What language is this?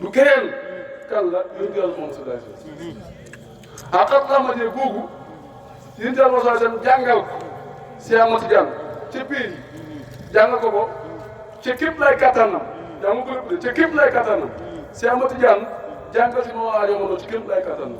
Wolof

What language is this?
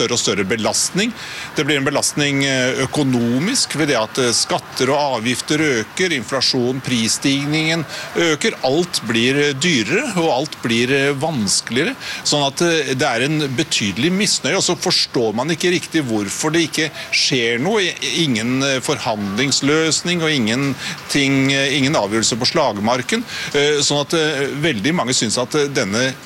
Norwegian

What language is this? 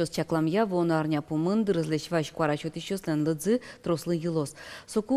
Udmurt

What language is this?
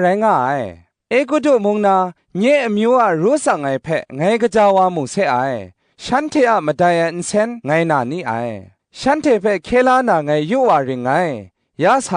Kachin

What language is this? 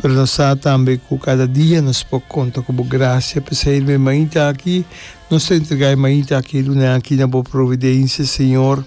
Papiamento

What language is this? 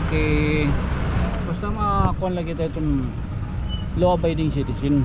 Waray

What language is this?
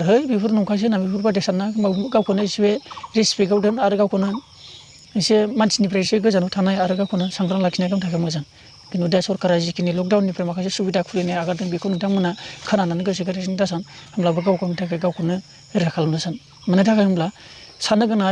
Bodo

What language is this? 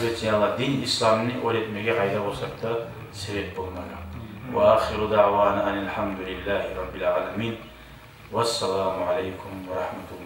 Kumyk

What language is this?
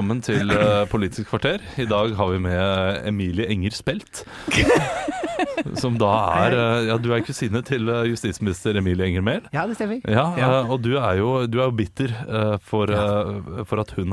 Norwegian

